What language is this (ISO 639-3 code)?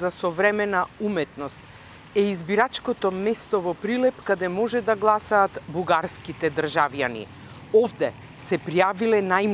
mkd